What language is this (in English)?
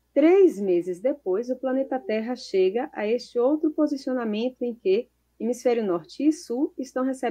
Portuguese